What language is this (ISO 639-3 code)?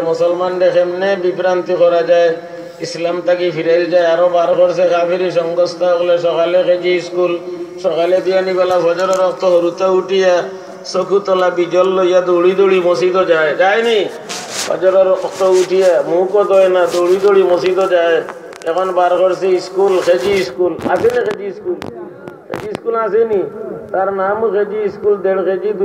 syl